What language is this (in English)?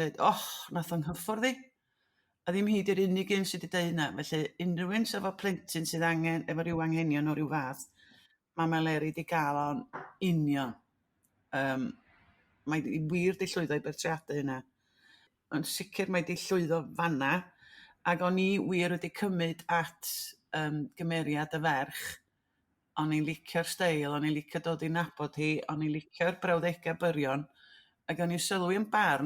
Welsh